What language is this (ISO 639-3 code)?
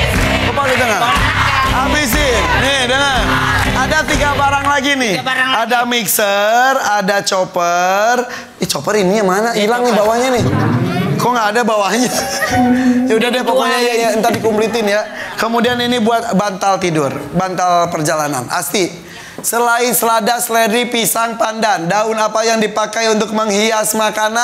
ind